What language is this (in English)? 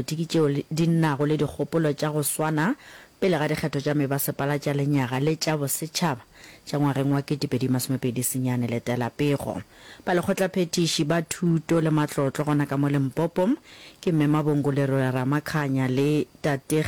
Northern Sotho